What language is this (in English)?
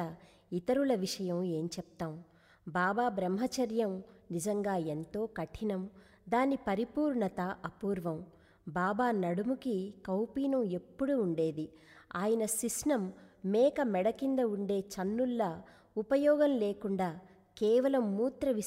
Telugu